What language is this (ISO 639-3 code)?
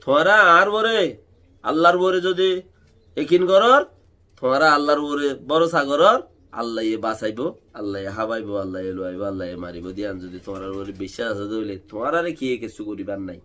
rhg